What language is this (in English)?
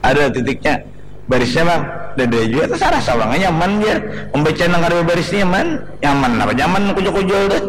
Banjar